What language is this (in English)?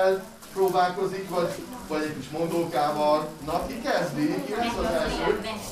Hungarian